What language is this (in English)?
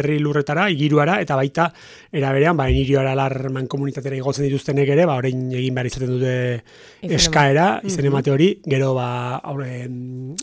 Basque